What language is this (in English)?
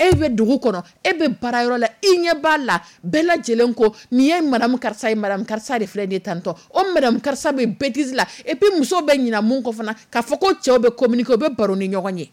Dyula